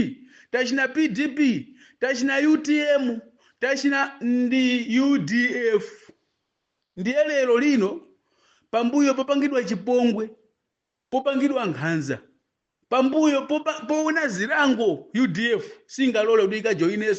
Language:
Nyanja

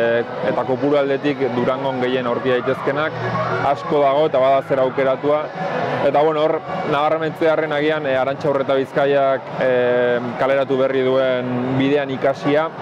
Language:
Basque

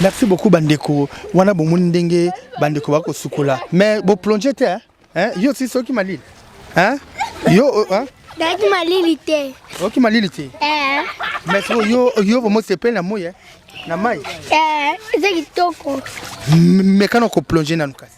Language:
Lingala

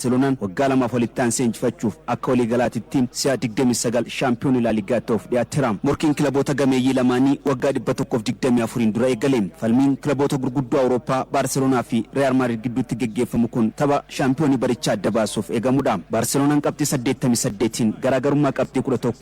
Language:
Oromo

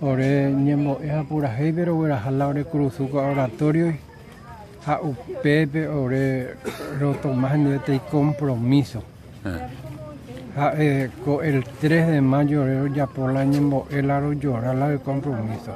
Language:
Guarani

